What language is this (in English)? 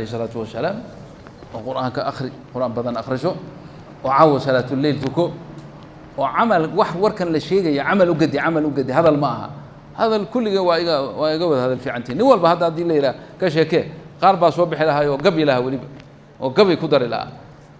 Somali